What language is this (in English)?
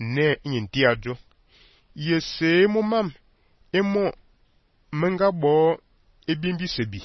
Fang